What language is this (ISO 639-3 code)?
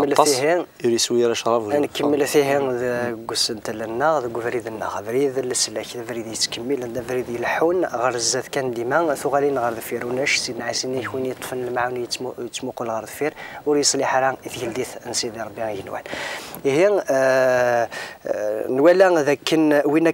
kab